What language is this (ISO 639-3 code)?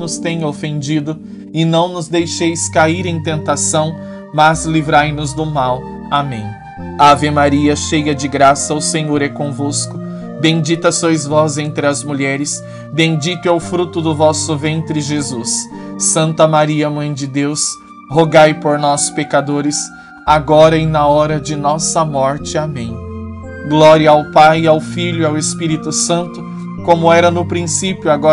por